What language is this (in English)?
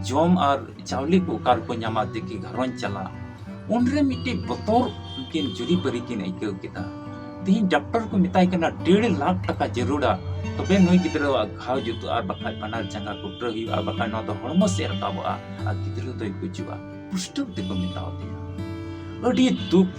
Santali